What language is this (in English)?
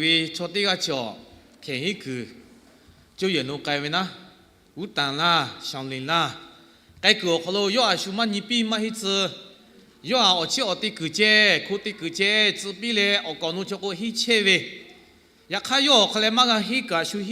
Lahu